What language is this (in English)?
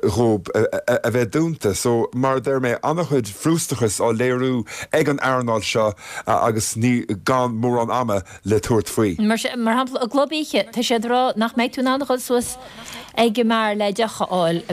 Irish